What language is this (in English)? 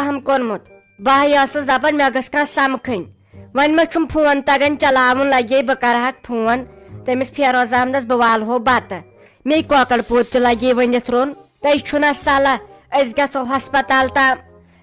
Kashmiri